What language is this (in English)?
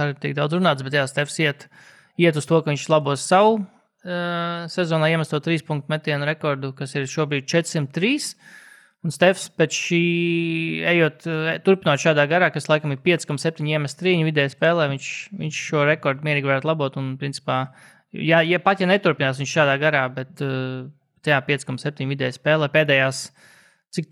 Latvian